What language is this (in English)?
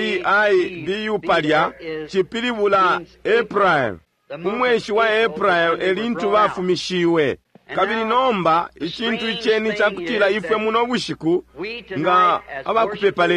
Bemba